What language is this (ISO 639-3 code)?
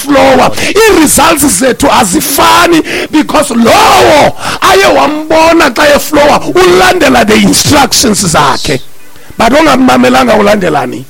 xho